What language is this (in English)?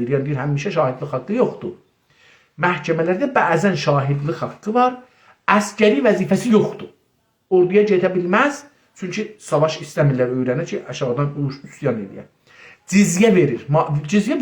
South Azerbaijani